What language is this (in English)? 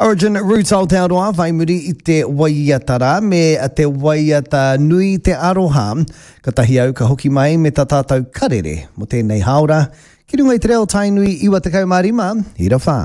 Māori